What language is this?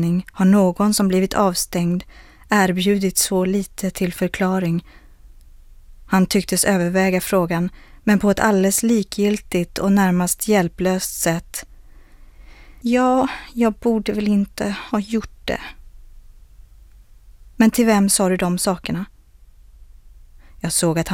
Swedish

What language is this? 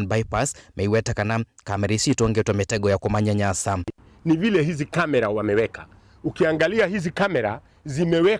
Kamba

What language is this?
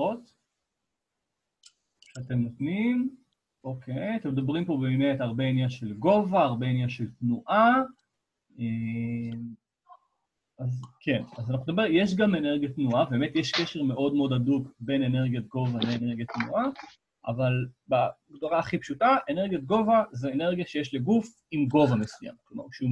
Hebrew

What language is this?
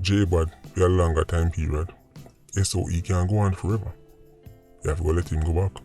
Jamaican Creole English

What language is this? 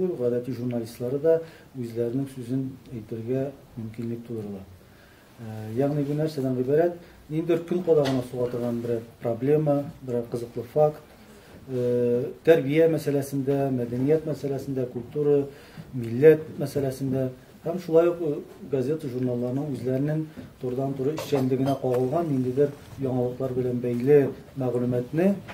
Tatar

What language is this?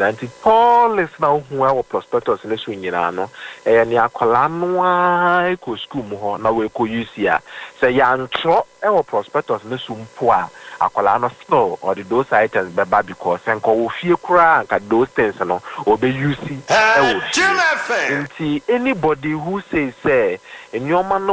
Akan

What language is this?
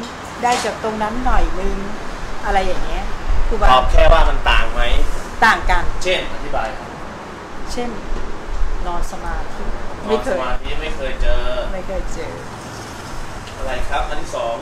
Thai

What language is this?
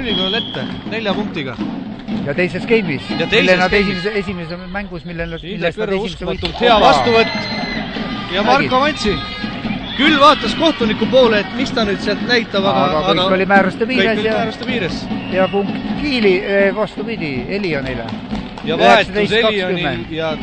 Estonian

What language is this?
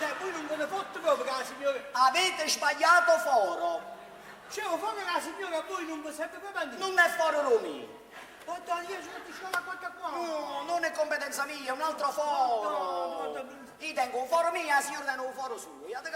Neapolitan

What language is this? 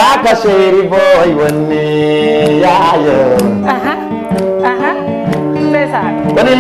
Fula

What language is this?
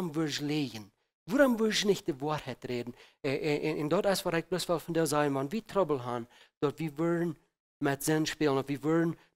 Plautdietsch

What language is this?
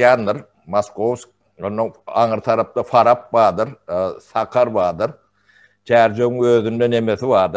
Turkmen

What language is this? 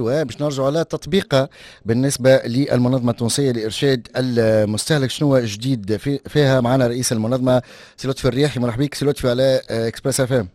Tunisian Arabic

